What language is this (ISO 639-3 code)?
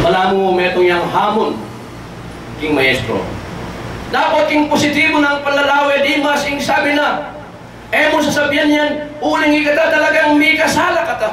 pam